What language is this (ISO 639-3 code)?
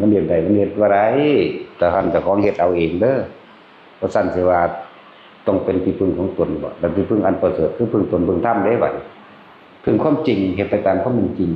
tts